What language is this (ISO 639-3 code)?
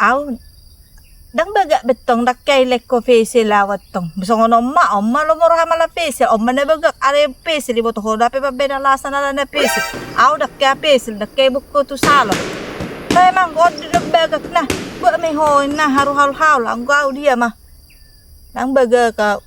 bbc